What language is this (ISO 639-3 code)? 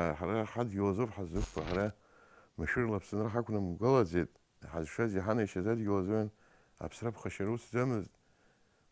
abk